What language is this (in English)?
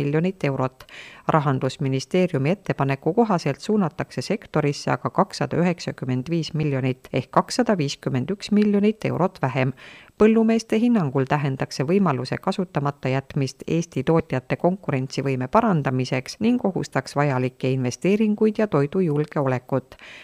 Estonian